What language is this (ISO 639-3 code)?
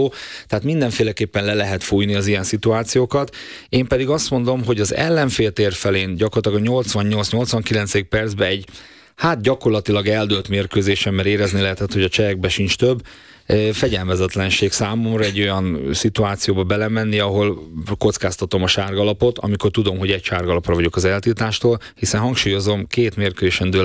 hun